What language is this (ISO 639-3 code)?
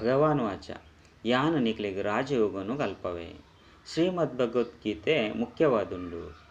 tcy